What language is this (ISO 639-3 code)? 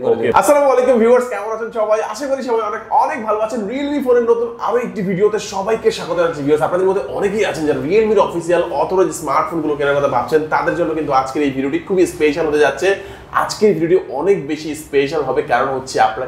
ben